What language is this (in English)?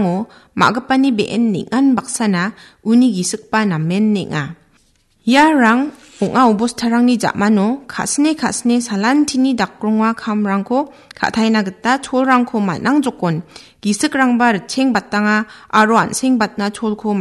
Garo